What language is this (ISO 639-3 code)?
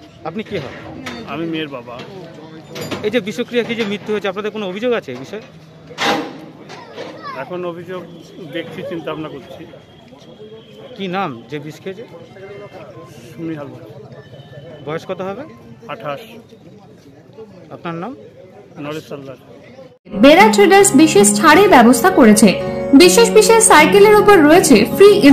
ben